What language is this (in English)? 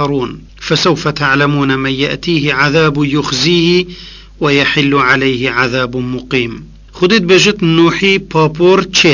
Kurdish